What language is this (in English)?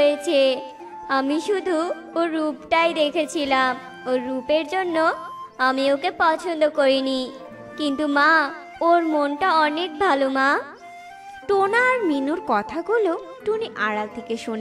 Bangla